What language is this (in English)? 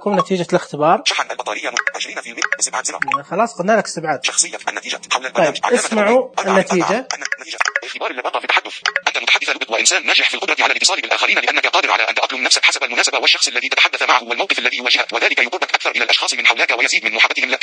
Najdi Arabic